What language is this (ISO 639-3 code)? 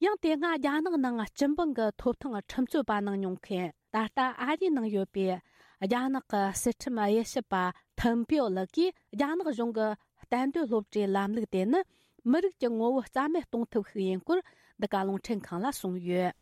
bod